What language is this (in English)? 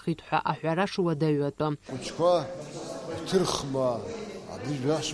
Abkhazian